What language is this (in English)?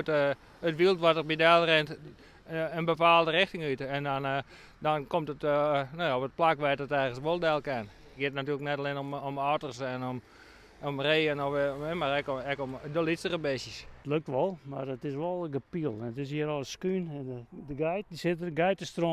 Western Frisian